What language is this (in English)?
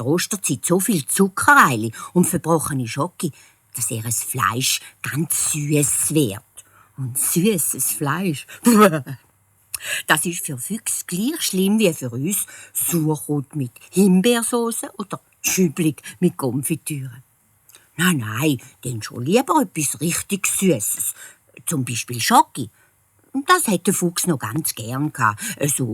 Swiss German